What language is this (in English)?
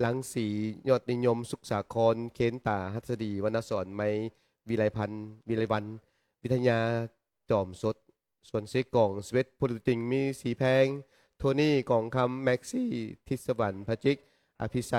Lao